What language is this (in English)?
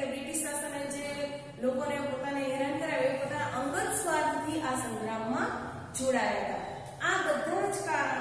Gujarati